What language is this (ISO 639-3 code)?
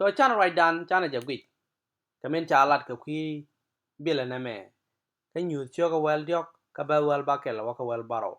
nus